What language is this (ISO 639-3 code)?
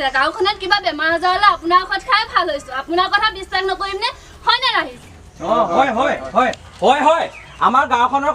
asm